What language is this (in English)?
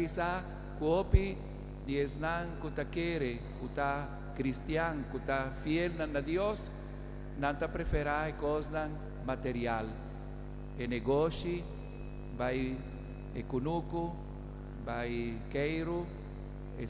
Papiamento